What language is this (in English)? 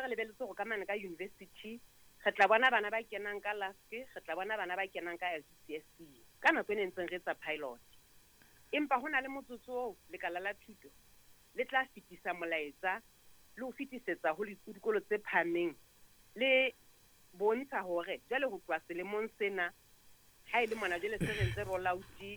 Southern Sotho